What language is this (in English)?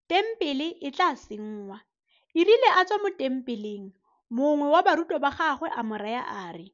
Tswana